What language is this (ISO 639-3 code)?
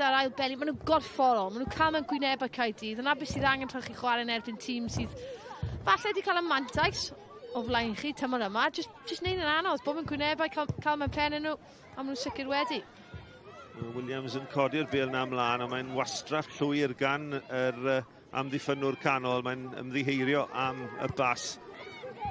cym